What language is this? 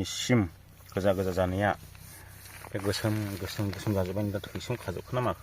Bodo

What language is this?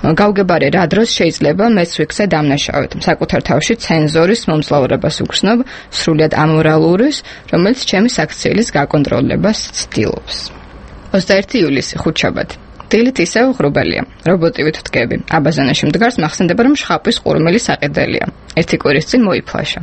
Georgian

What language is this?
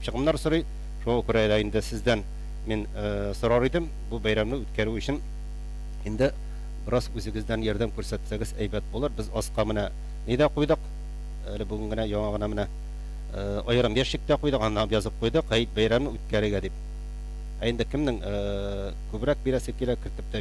Tatar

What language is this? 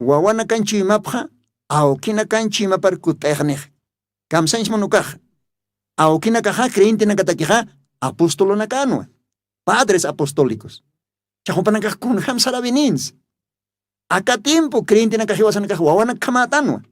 Aymara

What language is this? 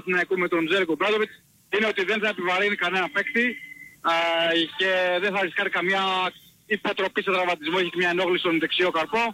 Greek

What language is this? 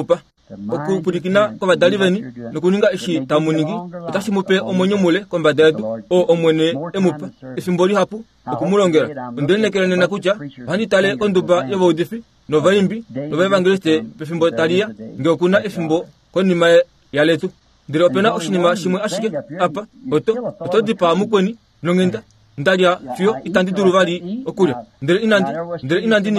Kuanyama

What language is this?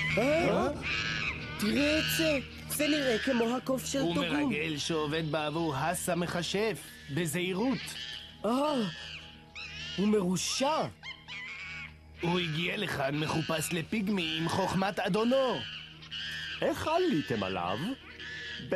Hebrew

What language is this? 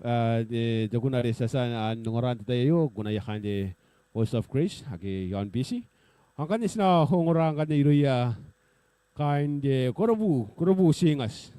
Gilbertese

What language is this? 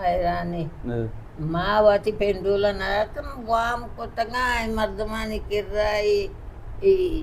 Baluchi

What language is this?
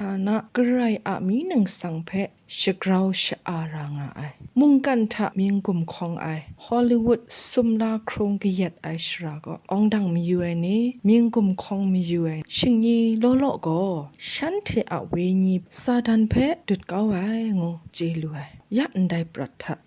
Kachin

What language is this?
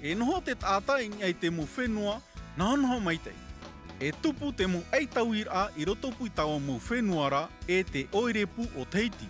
Tahitian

